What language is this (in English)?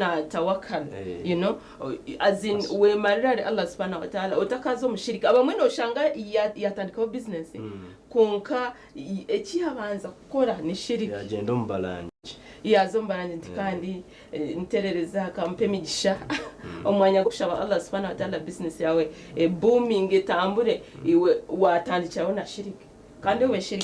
Nyankole